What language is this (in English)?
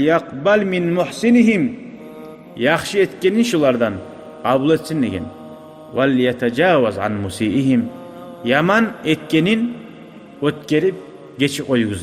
Kumyk